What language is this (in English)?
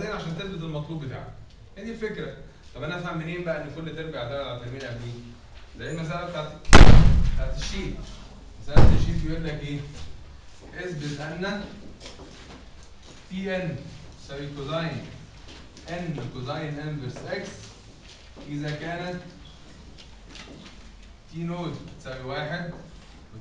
Egyptian Arabic